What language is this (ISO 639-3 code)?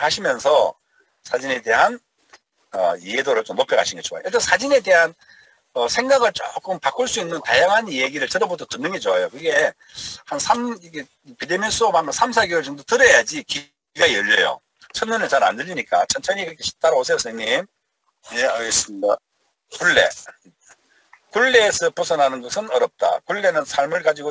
kor